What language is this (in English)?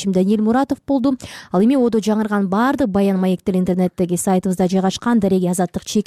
Kyrgyz